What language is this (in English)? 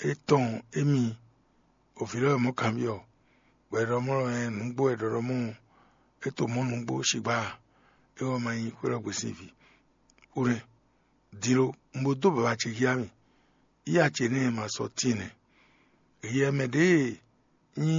Fon